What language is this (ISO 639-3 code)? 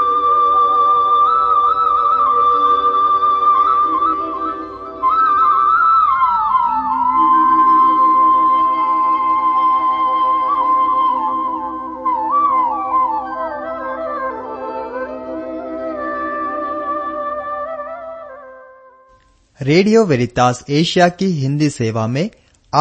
hin